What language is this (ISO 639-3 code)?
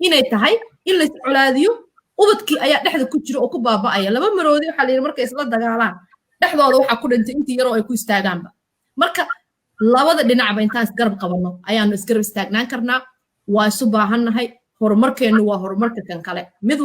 som